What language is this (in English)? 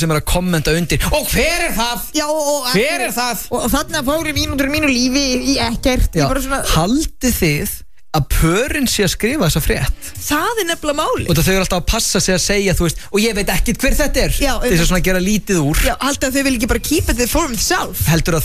Icelandic